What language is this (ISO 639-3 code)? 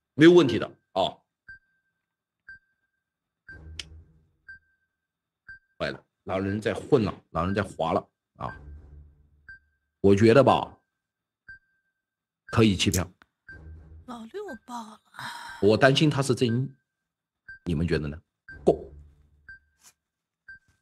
zho